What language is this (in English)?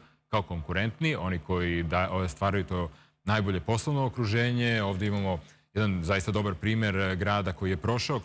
Serbian